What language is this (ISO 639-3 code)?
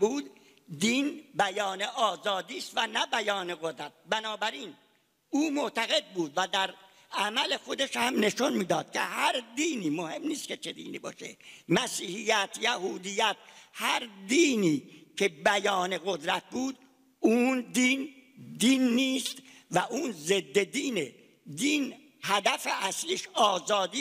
fas